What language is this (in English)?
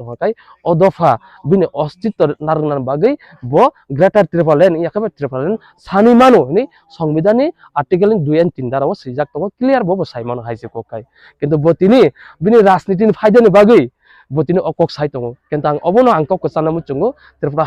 Kok Borok